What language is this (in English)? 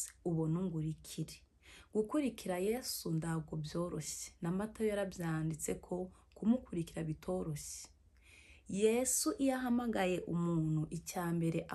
Kinyarwanda